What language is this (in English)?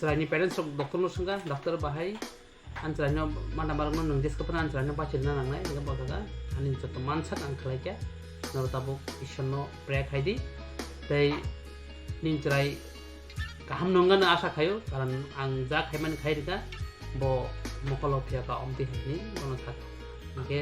Kok Borok